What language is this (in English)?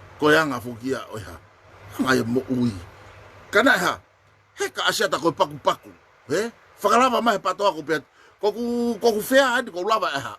Tongan